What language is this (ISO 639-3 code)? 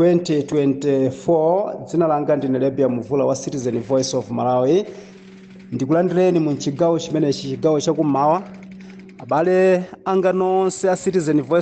nya